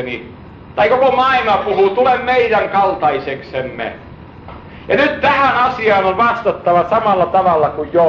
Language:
Finnish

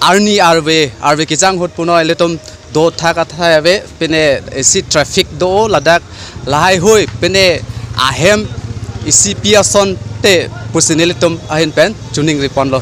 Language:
Karbi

